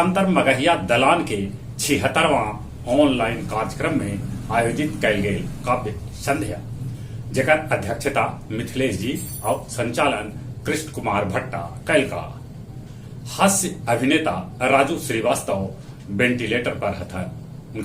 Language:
Magahi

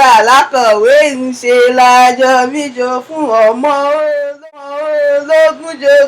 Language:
Yoruba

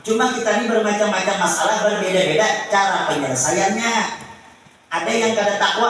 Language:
Banjar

